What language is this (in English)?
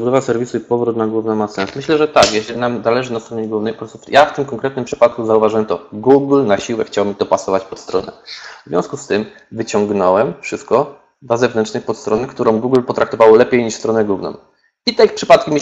Polish